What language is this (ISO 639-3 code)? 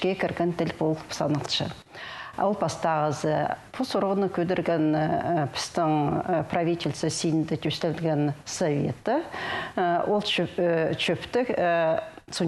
kjh